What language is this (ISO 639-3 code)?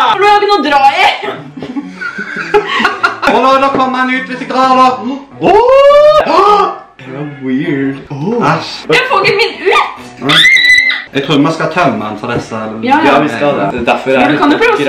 nor